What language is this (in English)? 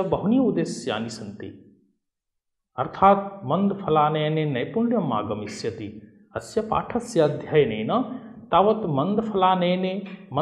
Sanskrit